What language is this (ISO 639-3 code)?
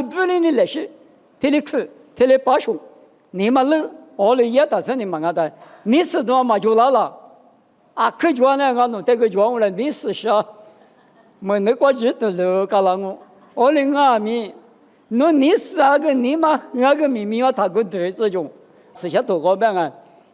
lis